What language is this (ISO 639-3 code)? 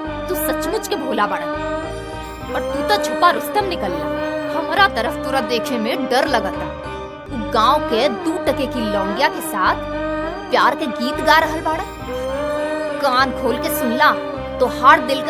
bho